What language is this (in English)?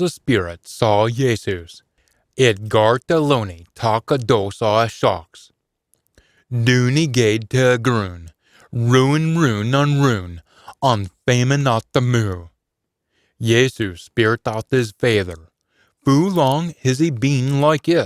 Scots